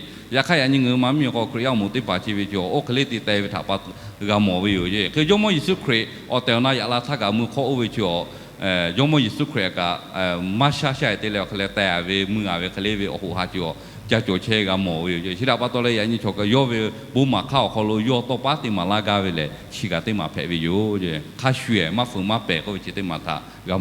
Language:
Lahu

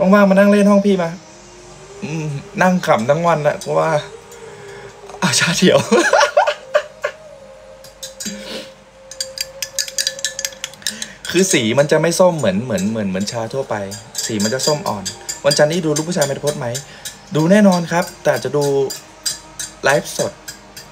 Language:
Thai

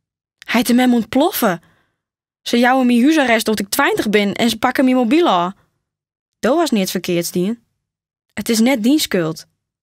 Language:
Western Frisian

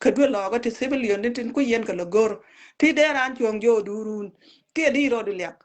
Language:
Nuer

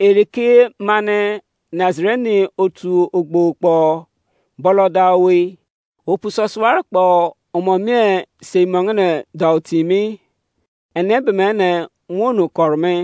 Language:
Izon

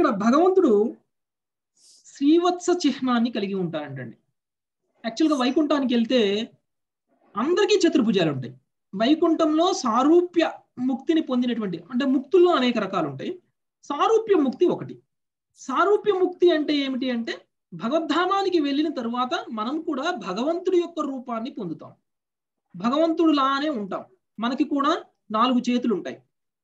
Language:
Telugu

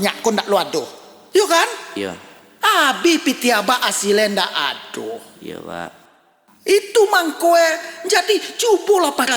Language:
Minangkabau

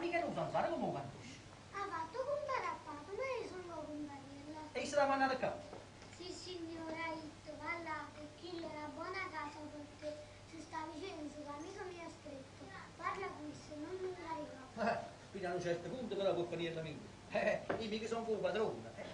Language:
Neapolitan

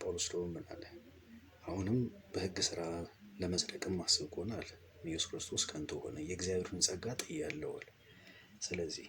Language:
Amharic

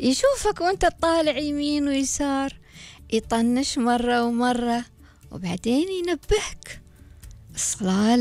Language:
Gulf Arabic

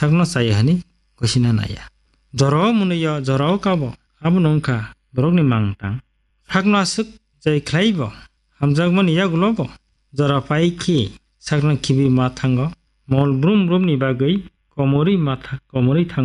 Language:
Kok Borok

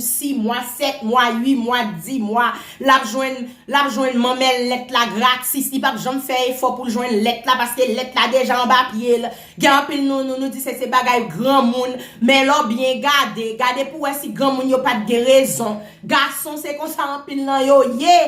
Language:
Haitian Creole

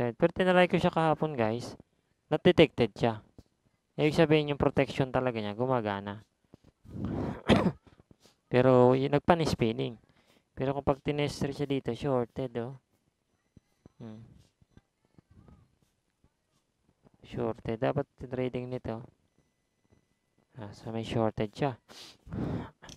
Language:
Filipino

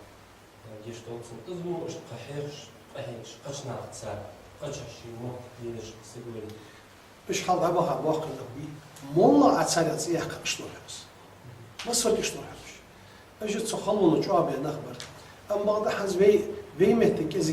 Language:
Ingush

